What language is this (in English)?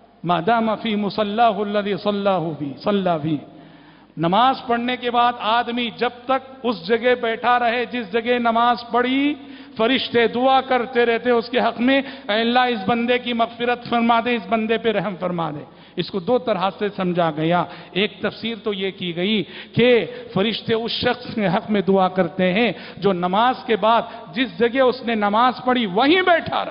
Urdu